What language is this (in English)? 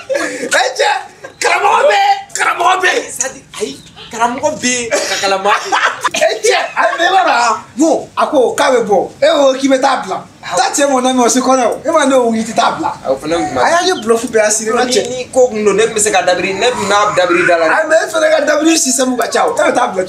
Bambara